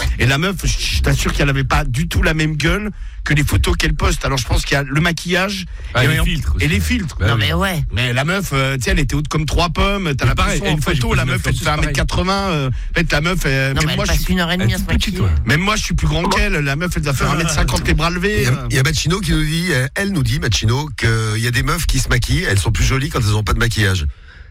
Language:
French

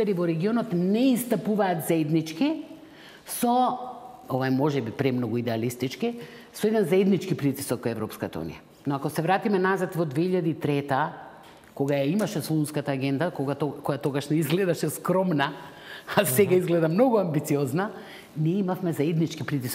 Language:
Macedonian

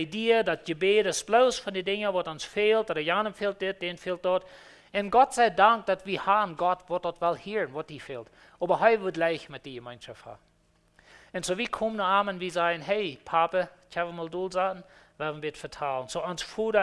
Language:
Plautdietsch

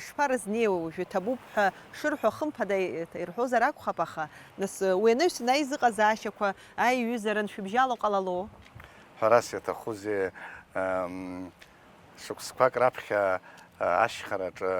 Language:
Abkhazian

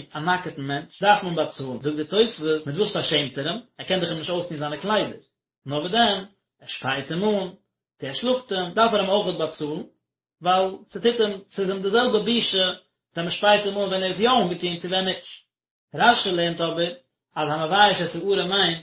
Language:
Yiddish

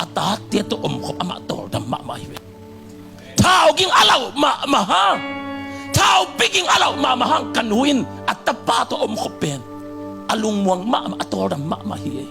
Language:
Tedim Chin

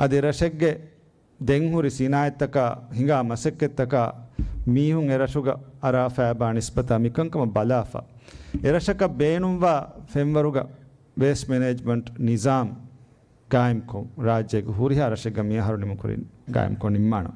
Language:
Divehi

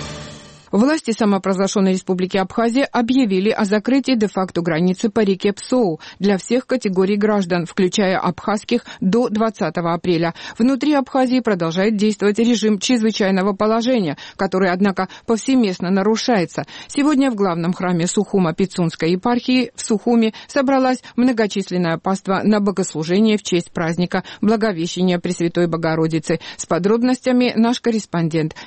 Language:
Russian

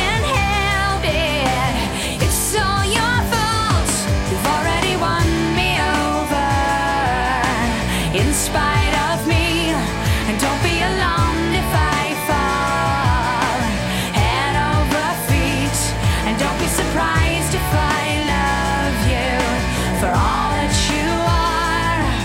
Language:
English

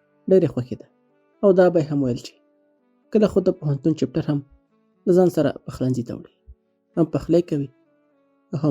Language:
Pashto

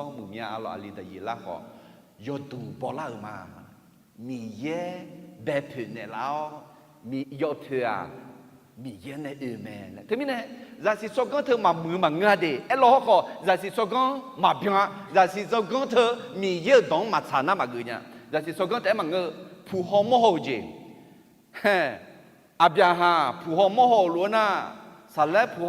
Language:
Akha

